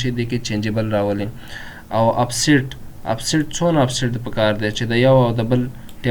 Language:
Pashto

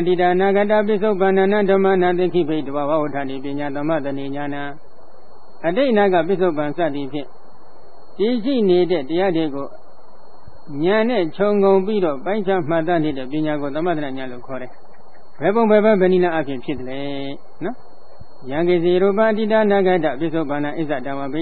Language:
Burmese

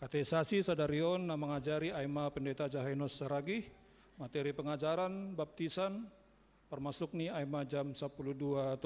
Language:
Batak Simalungun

